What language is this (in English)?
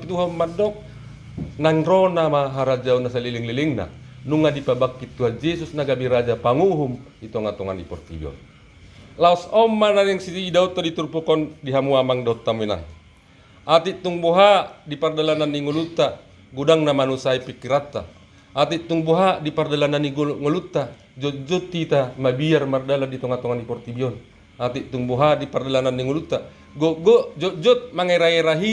Batak Toba